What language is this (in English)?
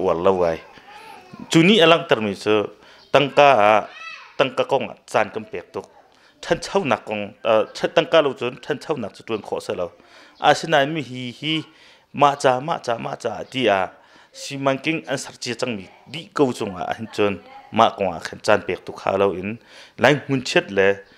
Hakha Chin